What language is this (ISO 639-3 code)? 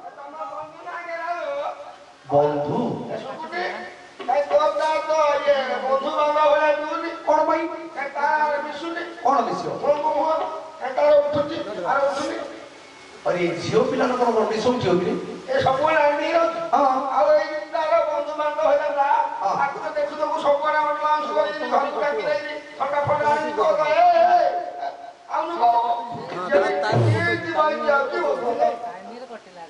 ori